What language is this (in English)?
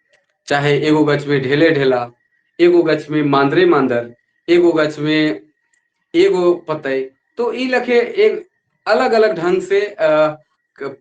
Sadri